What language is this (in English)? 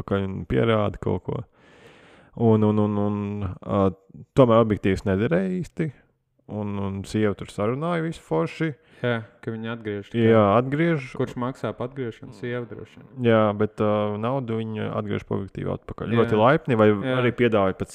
Latvian